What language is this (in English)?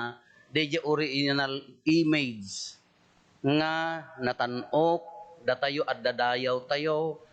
Iloko